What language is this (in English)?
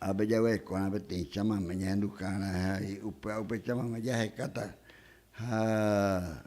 Guarani